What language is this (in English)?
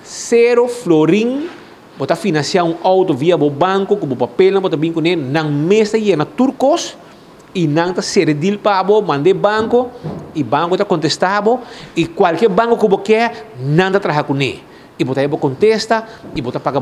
Papiamento